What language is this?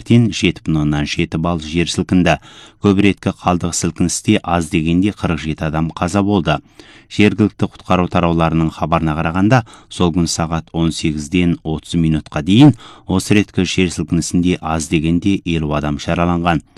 Kazakh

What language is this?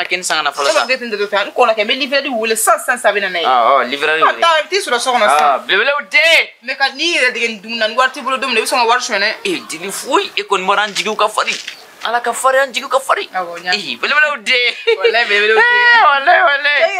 Bambara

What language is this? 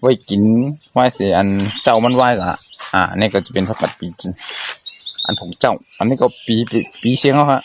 Shan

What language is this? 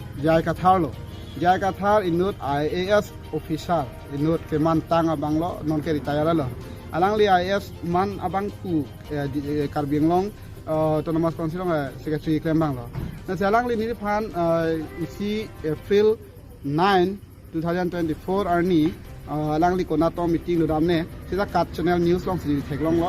Karbi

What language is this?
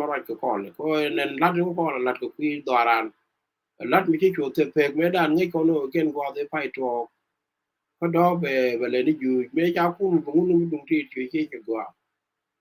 Nuer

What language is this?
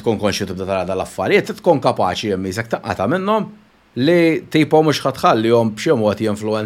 Maltese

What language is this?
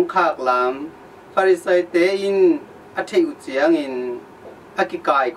Tedim Chin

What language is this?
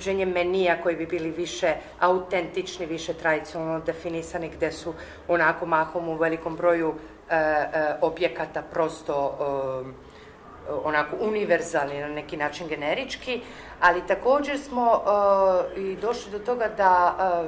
Serbian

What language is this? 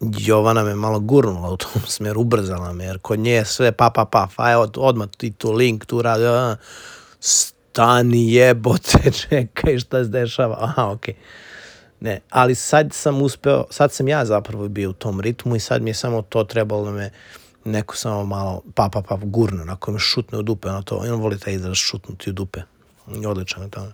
Serbian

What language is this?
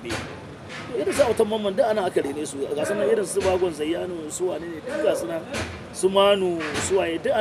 Hausa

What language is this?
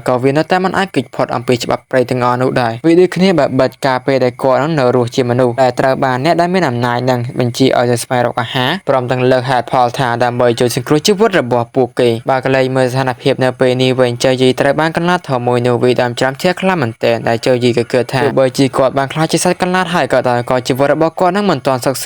Khmer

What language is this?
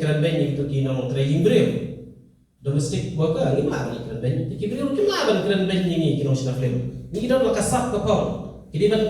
Khasi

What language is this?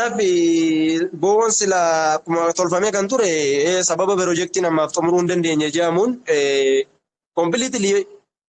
Oromo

